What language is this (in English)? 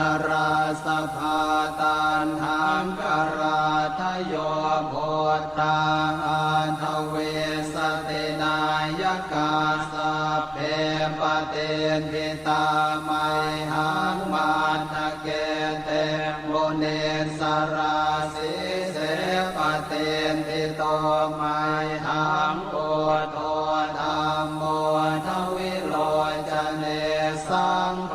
Pali